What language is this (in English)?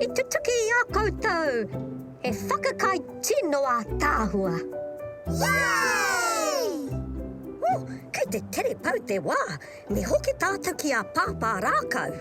Māori